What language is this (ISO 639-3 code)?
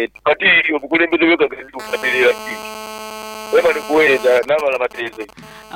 nyo